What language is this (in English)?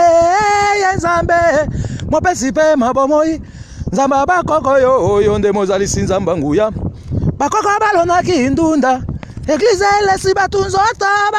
Lingala